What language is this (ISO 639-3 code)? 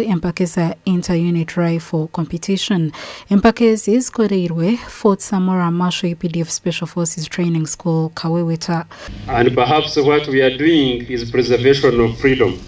nyn